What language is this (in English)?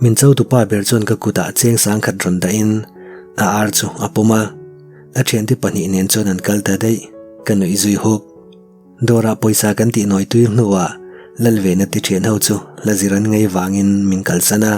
Mizo